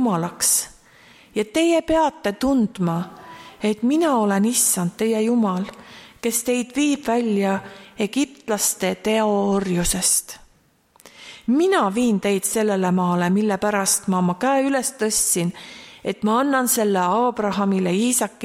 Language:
Estonian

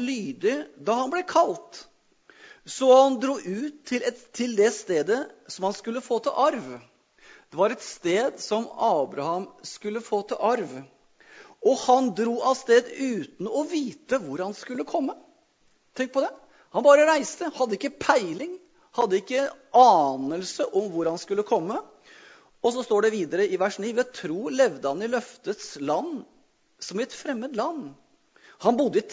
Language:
Norwegian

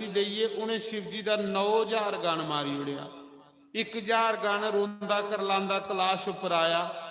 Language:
Dogri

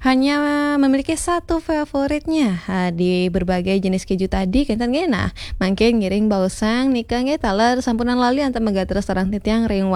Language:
Balinese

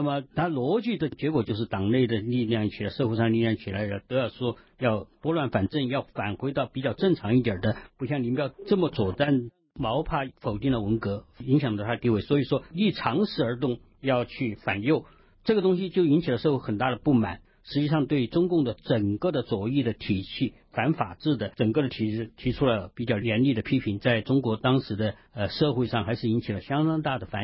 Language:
Chinese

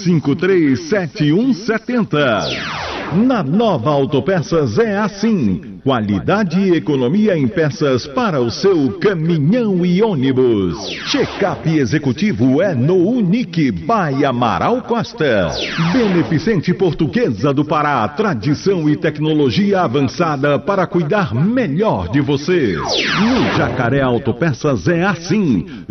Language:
Portuguese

